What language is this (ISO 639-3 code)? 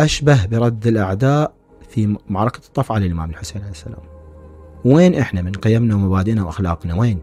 acm